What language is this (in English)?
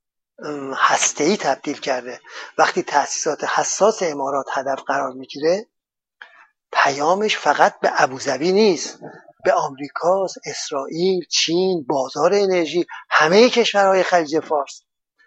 Persian